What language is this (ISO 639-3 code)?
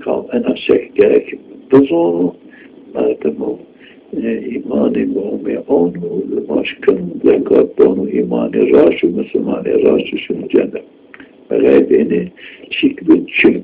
zza